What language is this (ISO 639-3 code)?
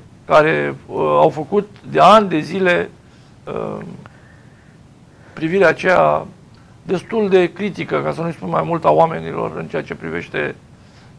ron